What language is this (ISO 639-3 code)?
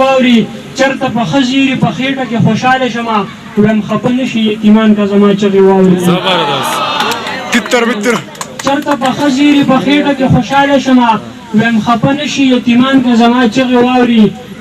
pus